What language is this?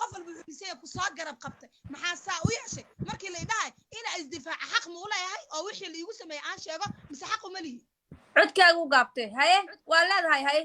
Somali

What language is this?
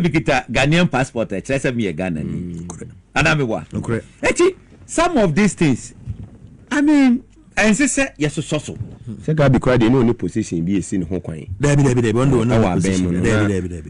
Akan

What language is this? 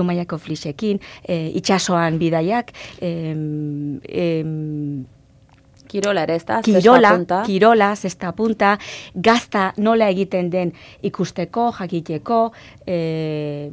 Basque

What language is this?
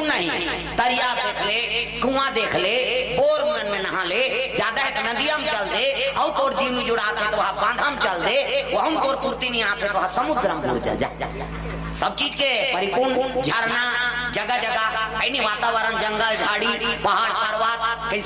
Chhattisgarhi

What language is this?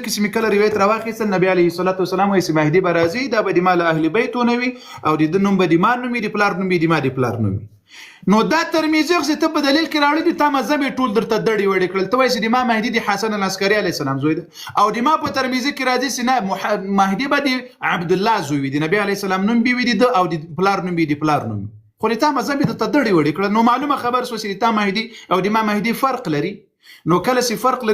Pashto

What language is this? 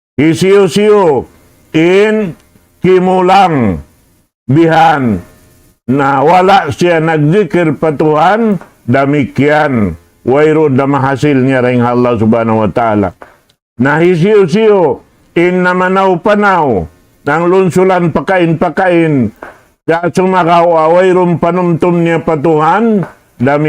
Tausug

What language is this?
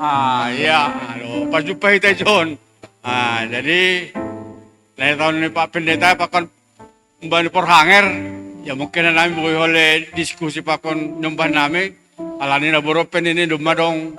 Batak Simalungun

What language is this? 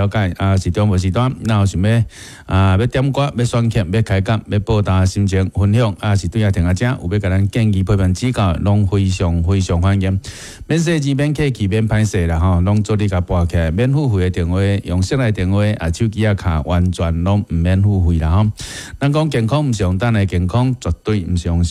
Min Nan Chinese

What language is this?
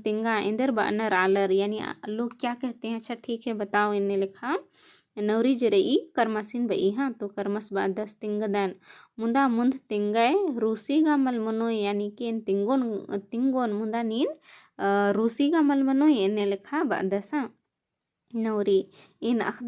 Kurukh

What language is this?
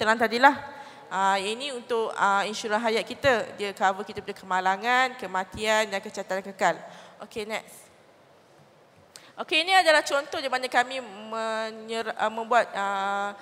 Malay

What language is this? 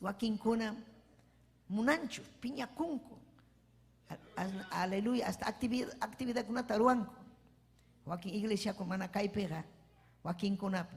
Ayacucho Quechua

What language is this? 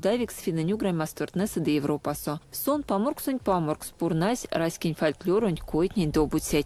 Erzya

